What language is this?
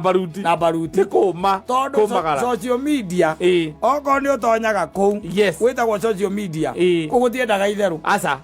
Kikuyu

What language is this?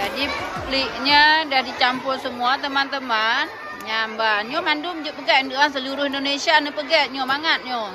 Achinese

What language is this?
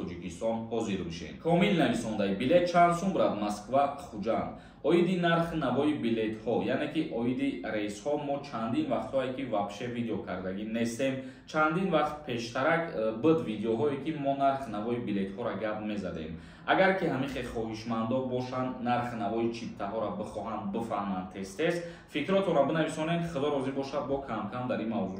Tajik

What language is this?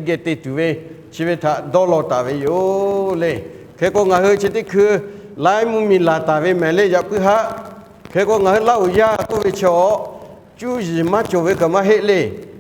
Lahu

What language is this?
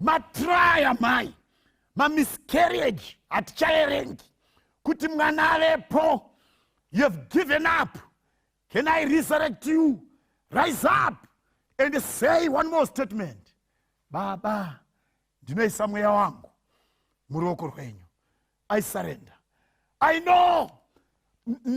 Shona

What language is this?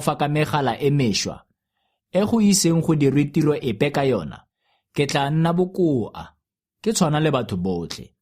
Tswana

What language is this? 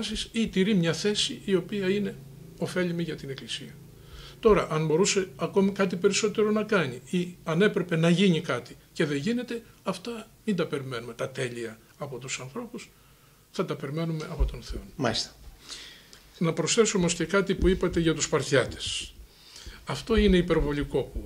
Greek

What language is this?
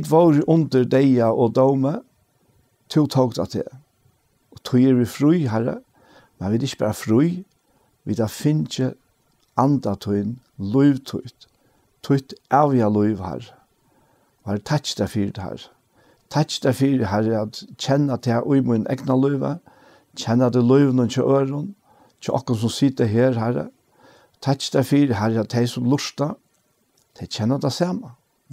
Faroese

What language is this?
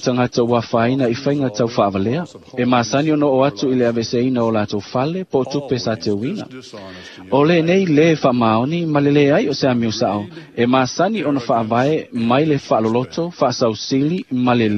Samoan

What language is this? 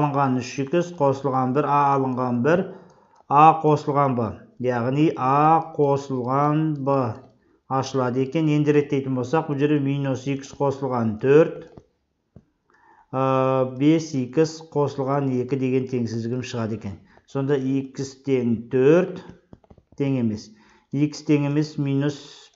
Kazakh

